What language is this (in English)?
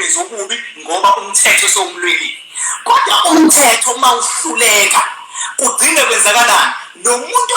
Zulu